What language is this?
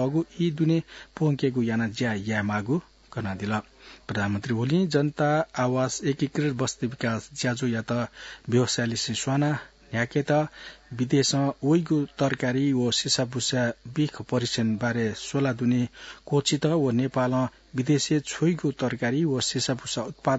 Newari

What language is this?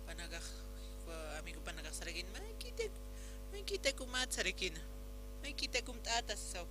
Aymara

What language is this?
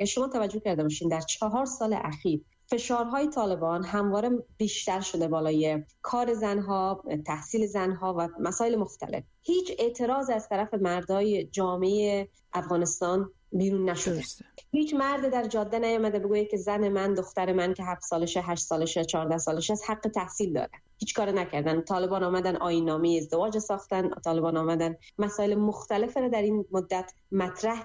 Persian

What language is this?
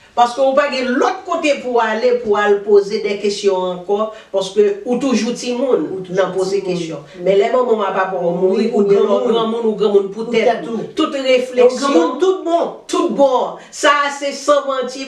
Haitian Creole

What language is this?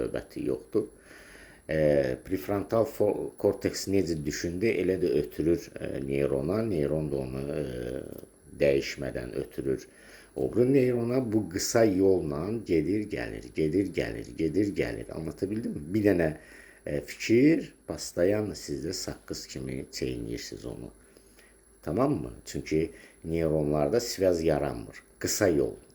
Azerbaijani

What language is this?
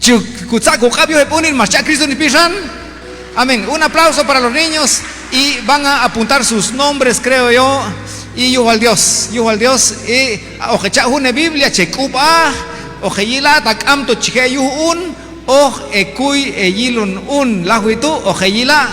Q'anjob'al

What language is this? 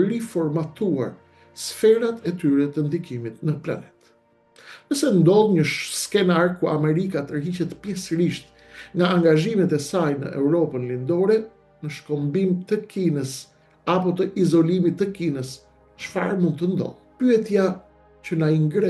Albanian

